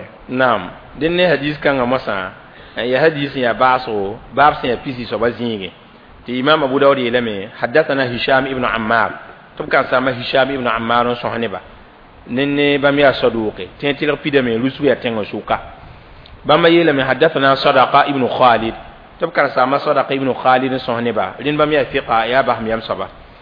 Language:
Mossi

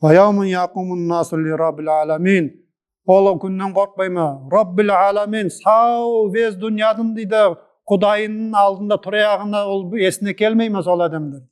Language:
Nogai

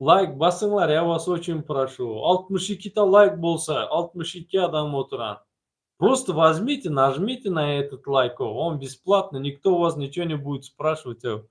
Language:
Turkmen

